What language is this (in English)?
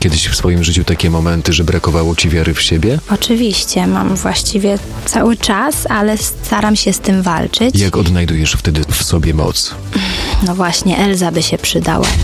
Polish